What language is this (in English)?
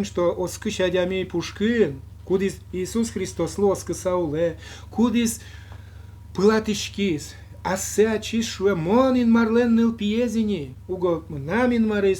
Udmurt